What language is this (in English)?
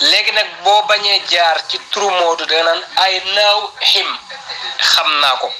Wolof